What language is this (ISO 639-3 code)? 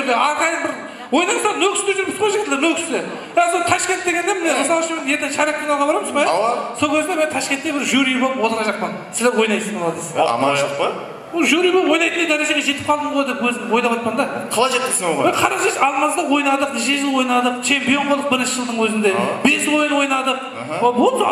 kaa